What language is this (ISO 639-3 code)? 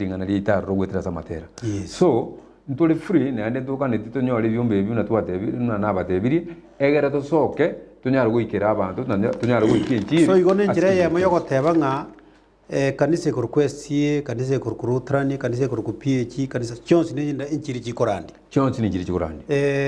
guz